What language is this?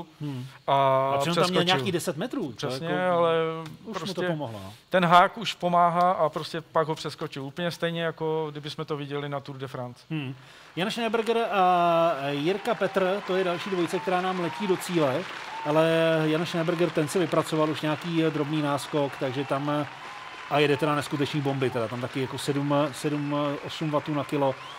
Czech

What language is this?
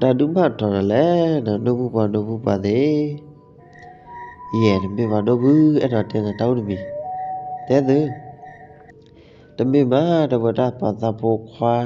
S'gaw Karen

